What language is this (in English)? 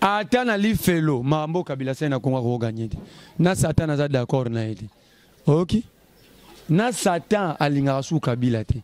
Lingala